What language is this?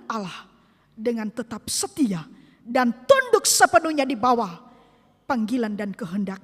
Nias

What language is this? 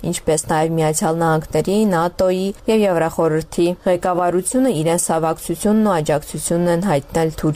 Armenian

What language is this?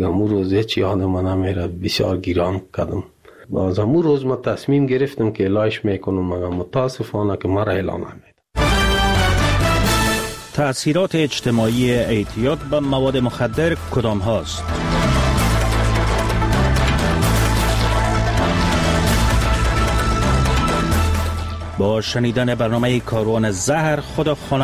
Persian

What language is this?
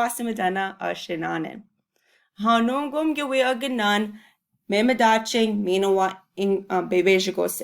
Chippewa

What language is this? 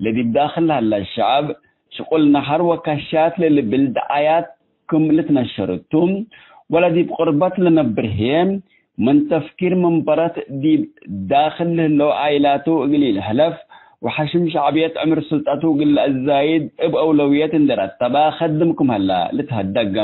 Tigre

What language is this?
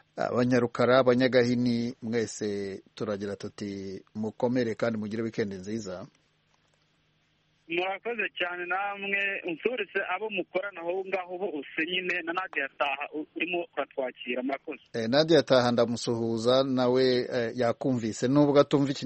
Kinyarwanda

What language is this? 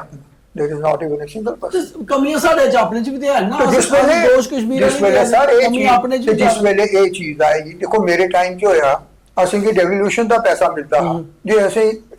Dogri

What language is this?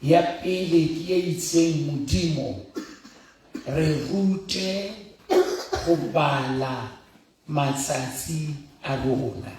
Southern Sotho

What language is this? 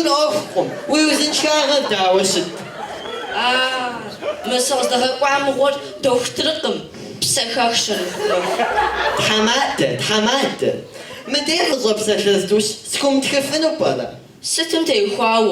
Kabardian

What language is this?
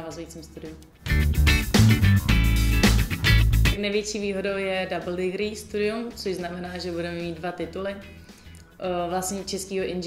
Czech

